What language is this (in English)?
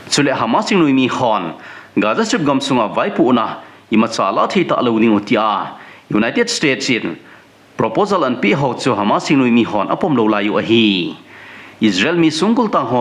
Thado Chin